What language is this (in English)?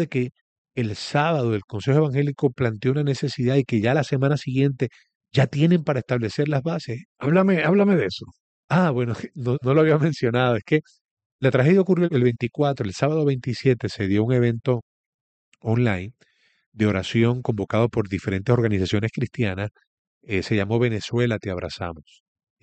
Spanish